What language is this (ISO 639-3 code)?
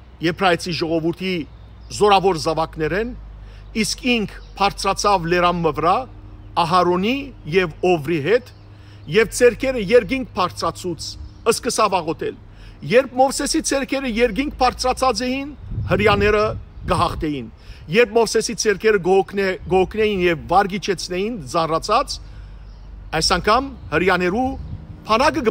hyw